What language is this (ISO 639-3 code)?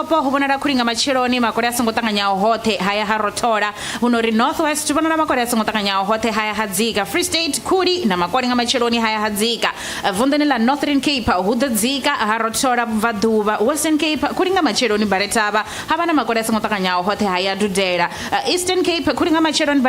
ven